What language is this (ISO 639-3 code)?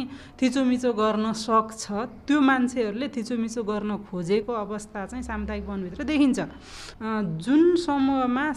nep